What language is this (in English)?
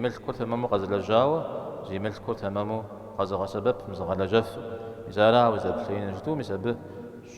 Kabardian